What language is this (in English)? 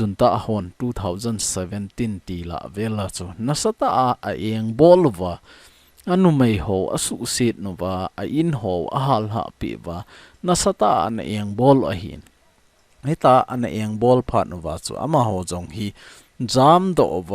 Thado Chin